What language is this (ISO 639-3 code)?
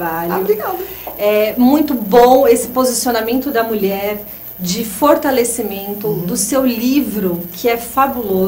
por